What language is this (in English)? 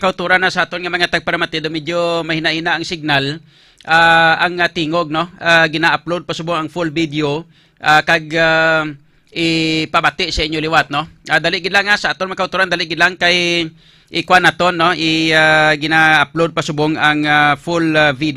Hiligaynon